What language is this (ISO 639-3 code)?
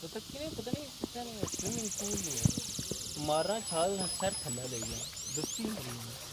phr